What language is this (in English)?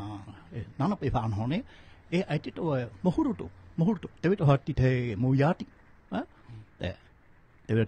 Tahitian